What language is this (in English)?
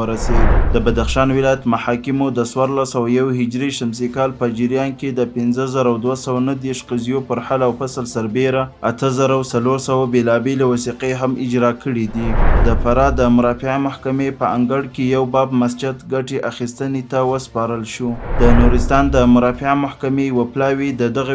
Pashto